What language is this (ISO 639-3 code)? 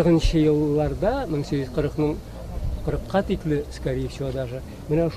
tat